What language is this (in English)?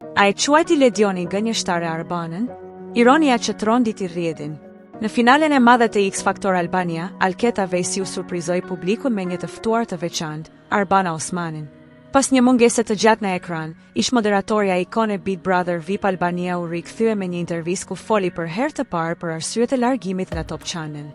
Albanian